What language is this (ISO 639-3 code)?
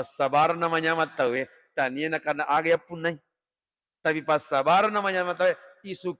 bug